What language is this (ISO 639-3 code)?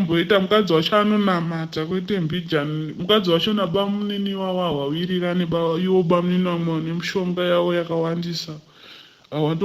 sna